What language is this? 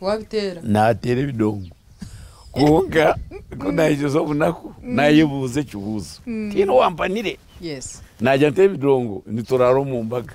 Nyankole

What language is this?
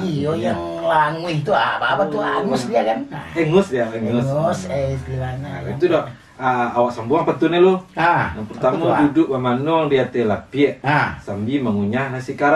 Minangkabau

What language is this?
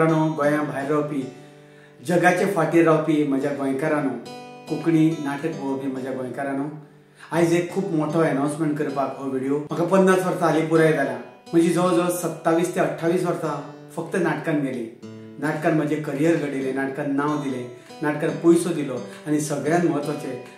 Konkani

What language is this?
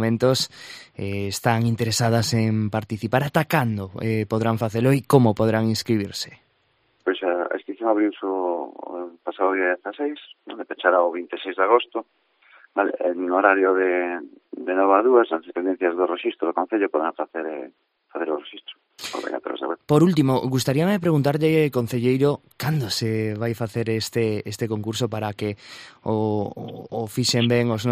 Galician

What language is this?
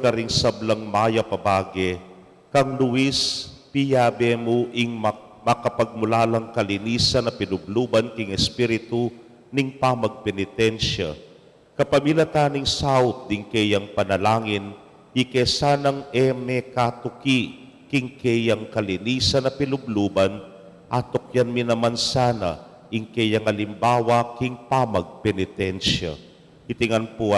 Pampanga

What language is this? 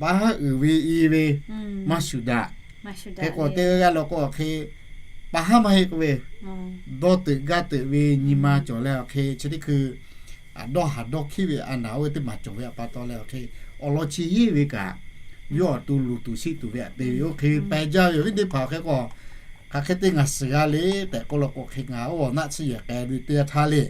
Lahu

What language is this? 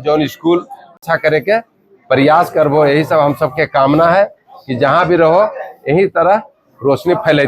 Magahi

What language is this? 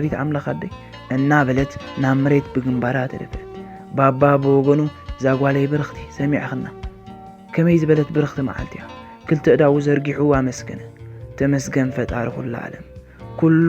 Tigrinya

